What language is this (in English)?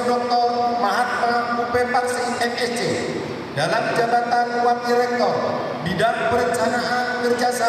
Indonesian